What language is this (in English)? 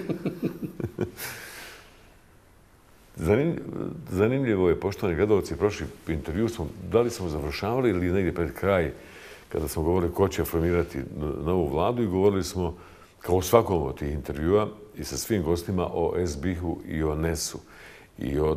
Bosnian